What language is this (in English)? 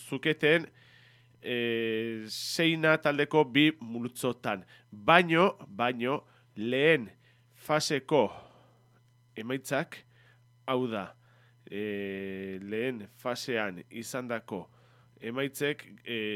Basque